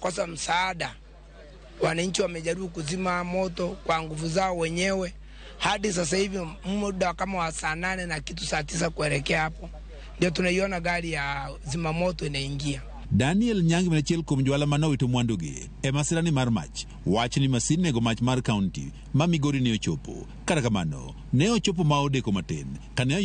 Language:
Luo (Kenya and Tanzania)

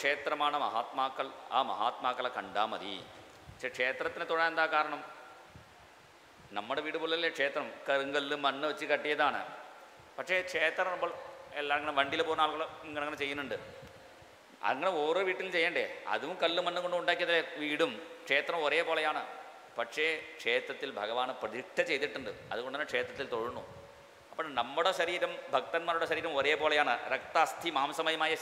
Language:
Malayalam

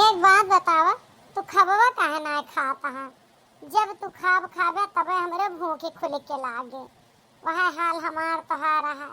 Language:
Awadhi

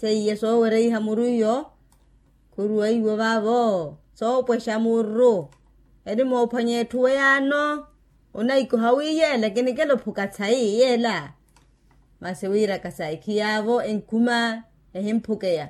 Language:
Makhuwa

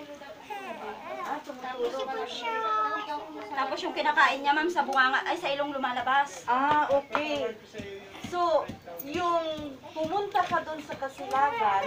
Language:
Filipino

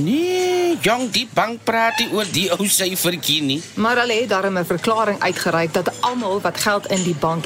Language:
Afrikaans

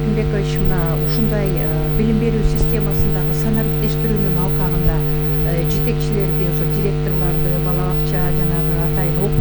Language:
Kyrgyz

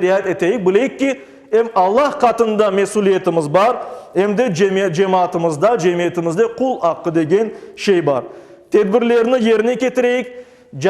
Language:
Crimean Tatar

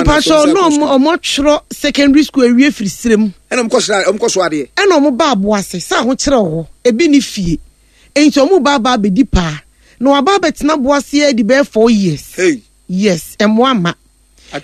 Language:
Akan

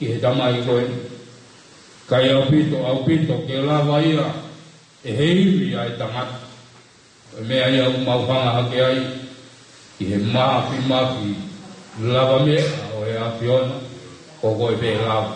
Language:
Tongan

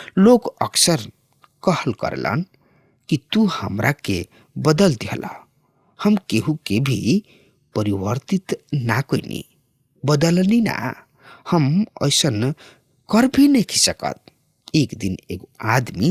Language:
Bhojpuri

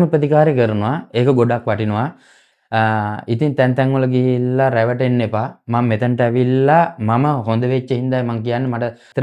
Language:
Sinhala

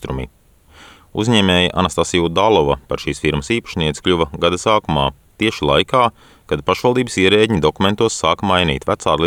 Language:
Latvian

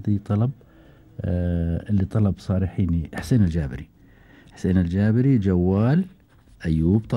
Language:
Gulf Arabic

